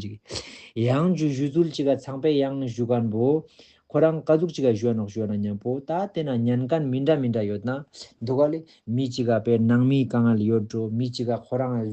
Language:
Ladakhi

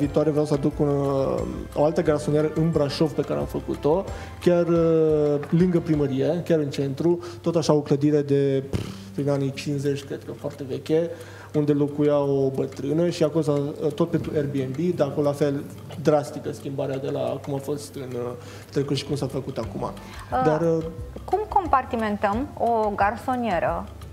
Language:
Romanian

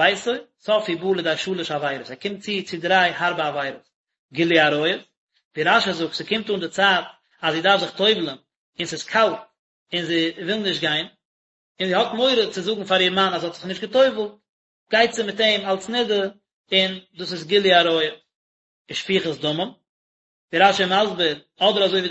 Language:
Yiddish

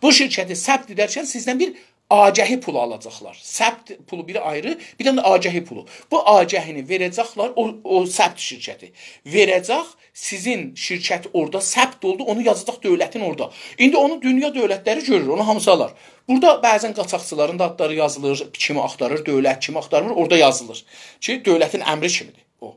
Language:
South Azerbaijani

